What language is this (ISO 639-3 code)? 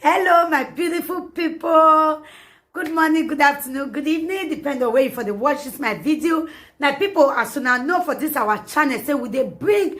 pcm